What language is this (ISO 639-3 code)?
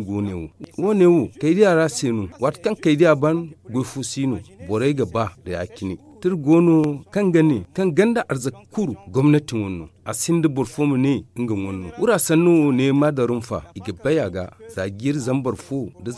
dje